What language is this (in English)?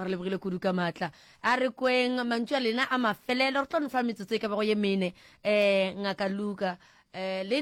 Northern Sotho